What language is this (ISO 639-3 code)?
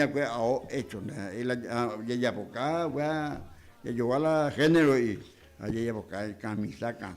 grn